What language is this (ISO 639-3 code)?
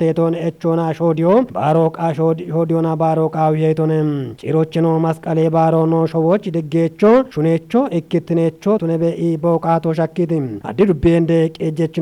kbr